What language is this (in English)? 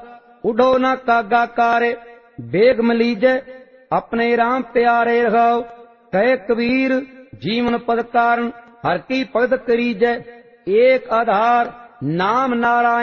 Punjabi